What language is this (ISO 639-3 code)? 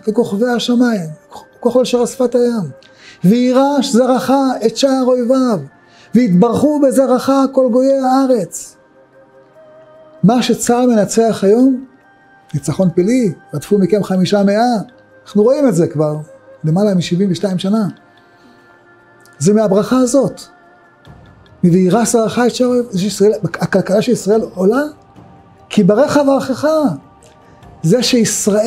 heb